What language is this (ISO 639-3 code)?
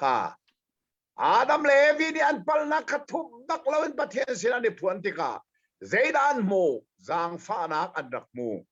cnh